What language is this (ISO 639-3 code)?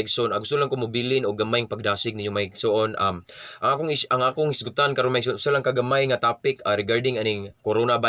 ceb